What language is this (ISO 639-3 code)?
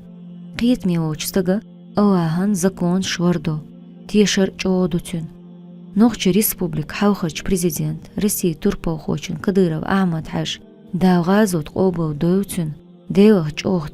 che